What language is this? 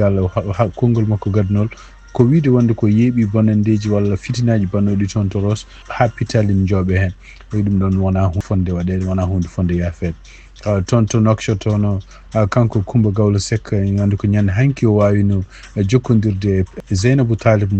Fula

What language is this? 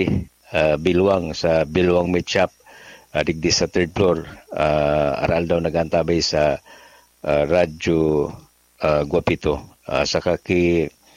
Bikol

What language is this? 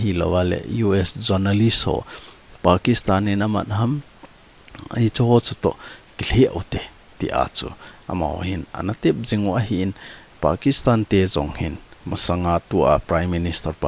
Thado Chin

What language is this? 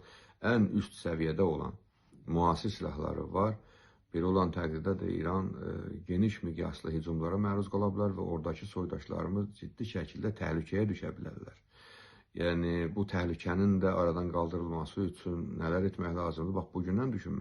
Azerbaijani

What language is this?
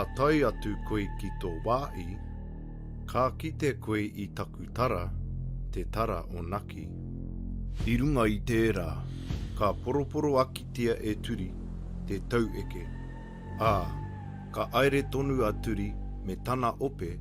Māori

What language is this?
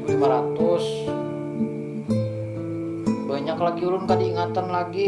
Banjar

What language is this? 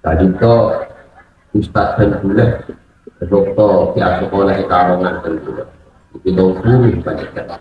Madurese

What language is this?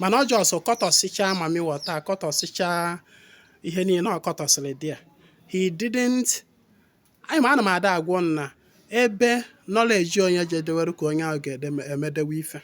Igbo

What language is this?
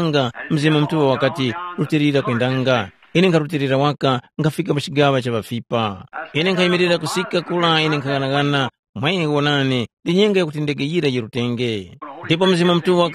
Tumbuka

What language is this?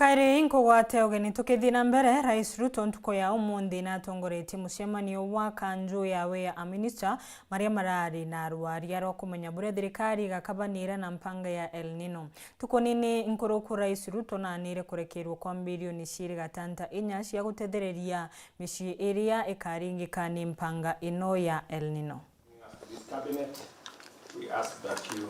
Meru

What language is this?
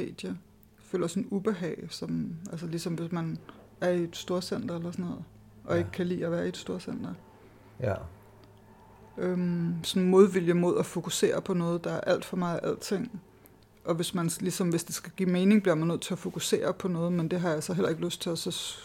Danish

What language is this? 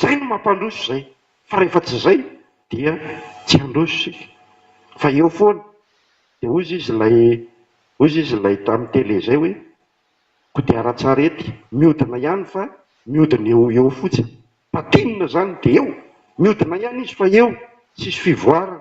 Malagasy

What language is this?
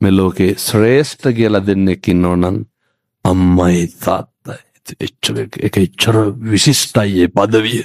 Sinhala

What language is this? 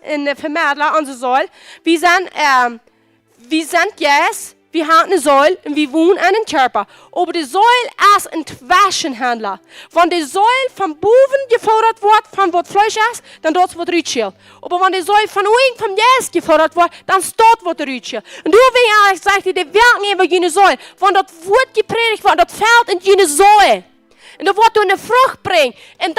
Plautdietsch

